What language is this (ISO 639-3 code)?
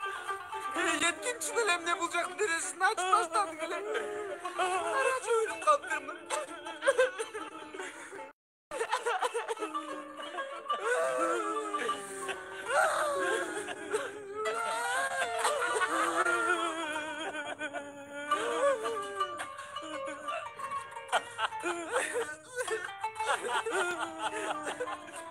kir